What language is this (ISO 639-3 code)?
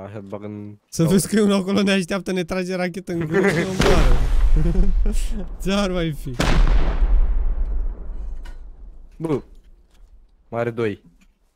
ron